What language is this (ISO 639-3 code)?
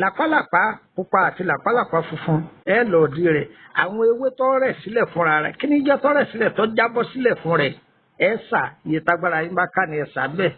yor